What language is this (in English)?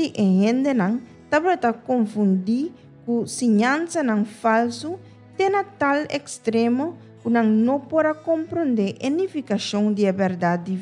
Papiamento